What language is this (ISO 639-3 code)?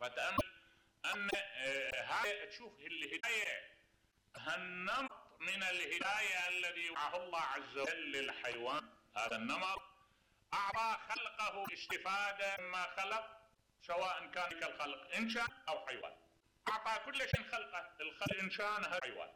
acm